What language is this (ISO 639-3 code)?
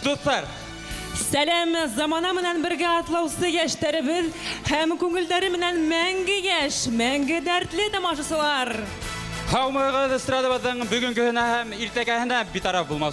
bak